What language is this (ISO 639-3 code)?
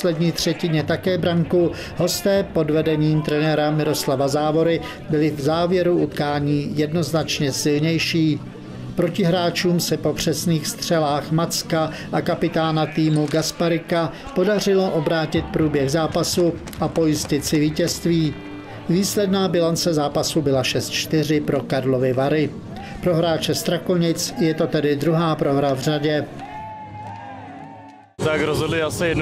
ces